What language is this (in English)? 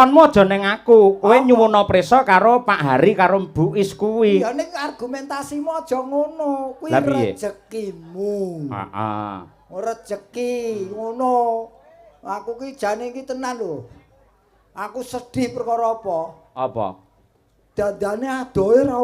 Javanese